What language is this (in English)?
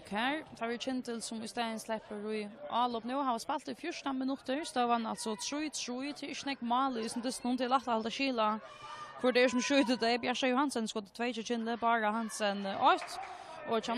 Faroese